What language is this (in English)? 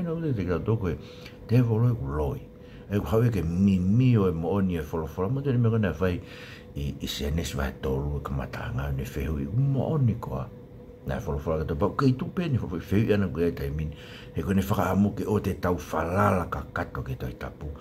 Tongan